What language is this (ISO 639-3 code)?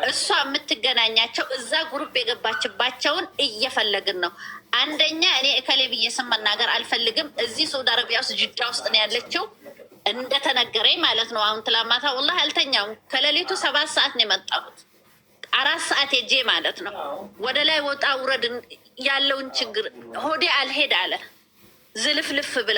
amh